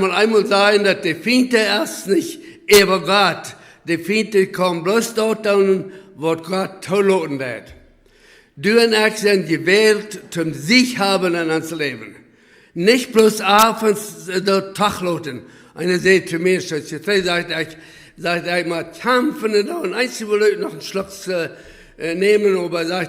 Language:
Plautdietsch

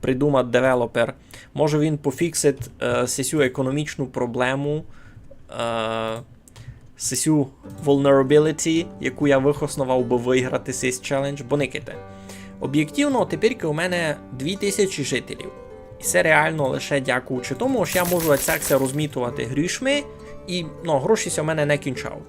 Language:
Rusyn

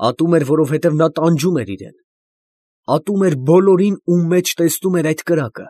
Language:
Armenian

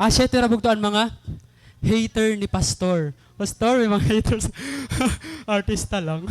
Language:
Waray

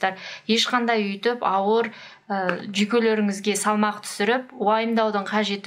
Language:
Kazakh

